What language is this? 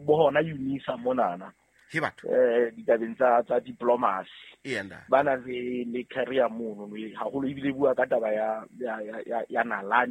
Southern Sotho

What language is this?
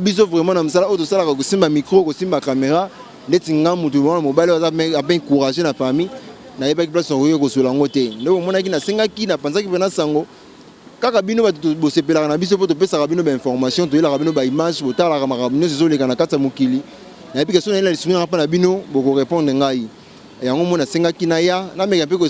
Lingala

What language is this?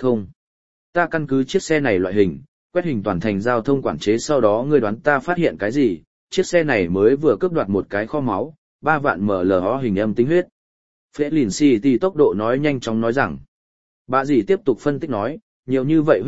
Vietnamese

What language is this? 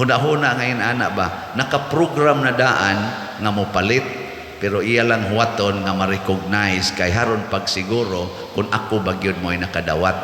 Cebuano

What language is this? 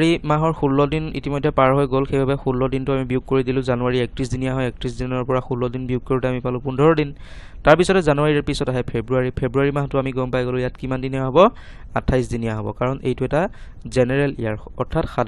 Assamese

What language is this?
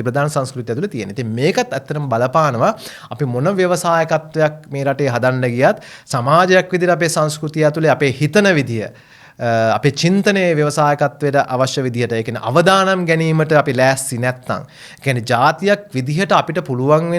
Sinhala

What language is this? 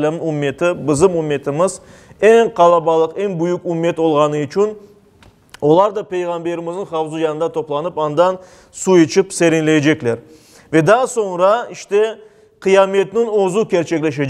Crimean Tatar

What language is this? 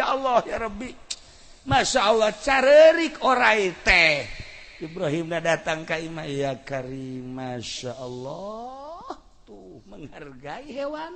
Sundanese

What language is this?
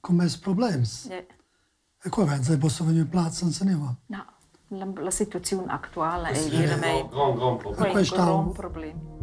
Romansh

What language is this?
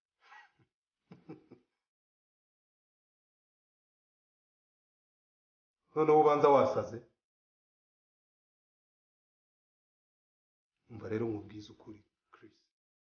Kinyarwanda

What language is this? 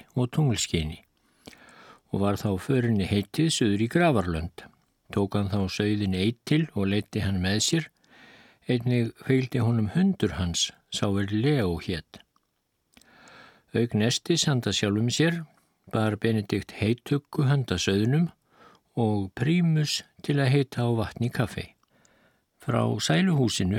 Icelandic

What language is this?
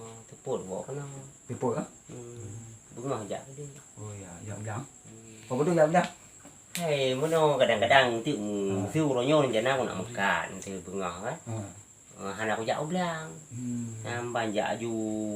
Achinese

